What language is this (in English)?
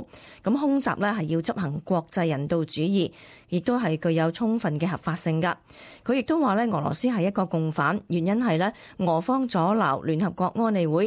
Cantonese